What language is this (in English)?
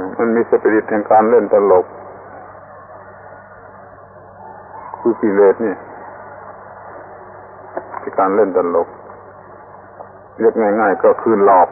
Thai